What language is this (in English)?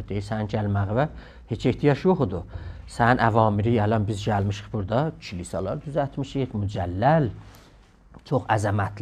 South Azerbaijani